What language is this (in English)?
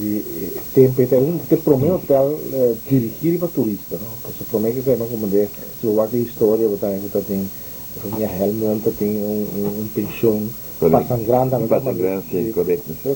Papiamento